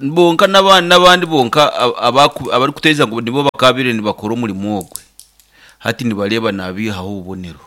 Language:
Nyankole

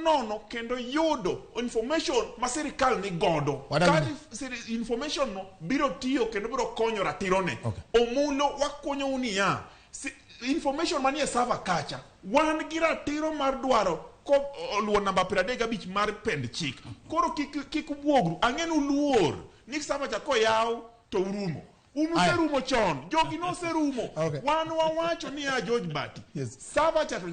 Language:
Luo (Kenya and Tanzania)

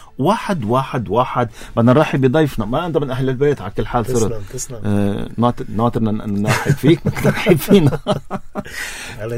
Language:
North Levantine Arabic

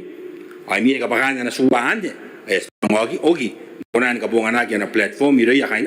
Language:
Gilbertese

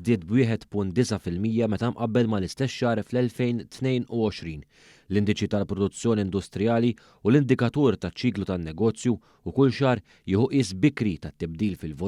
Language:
Maltese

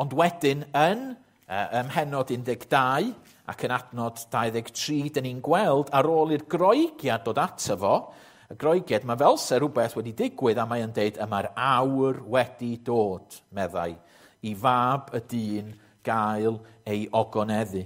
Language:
Welsh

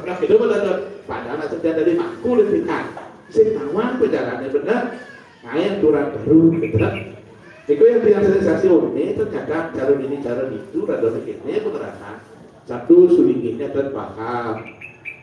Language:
Balinese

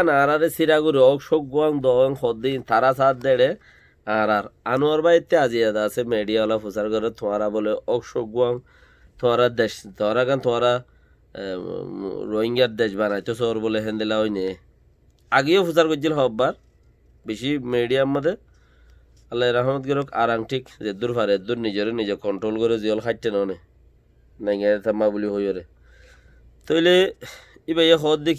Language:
Rohingya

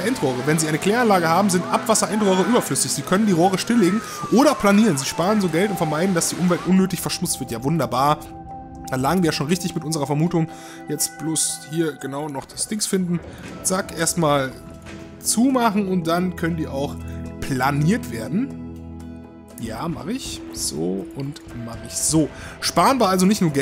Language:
German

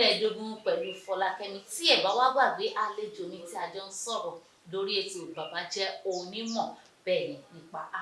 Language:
Yoruba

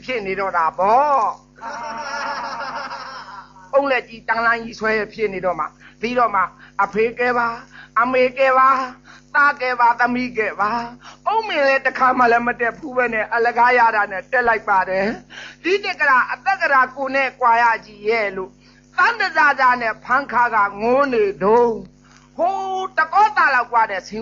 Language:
Burmese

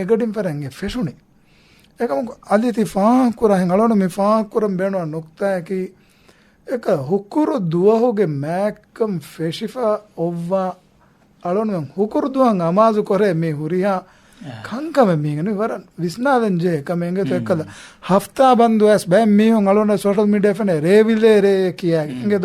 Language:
Divehi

